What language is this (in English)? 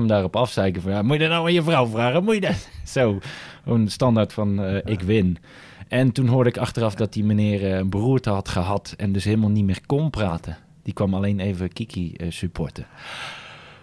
Dutch